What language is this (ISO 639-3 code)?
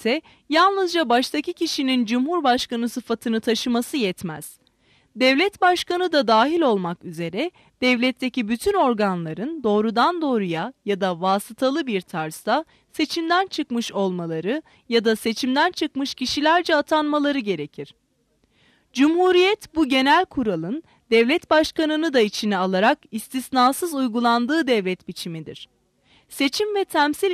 tur